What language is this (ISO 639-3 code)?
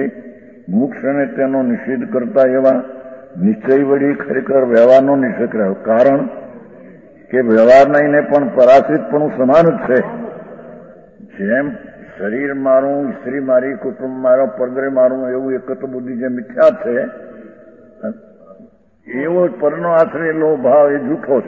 guj